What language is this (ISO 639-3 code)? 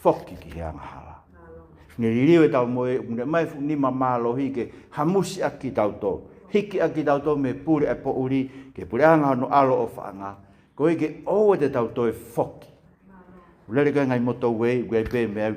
ton